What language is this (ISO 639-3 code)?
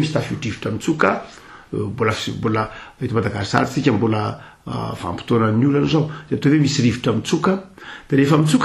mlg